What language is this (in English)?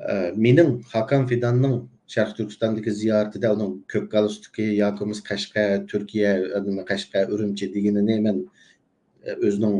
Uyghur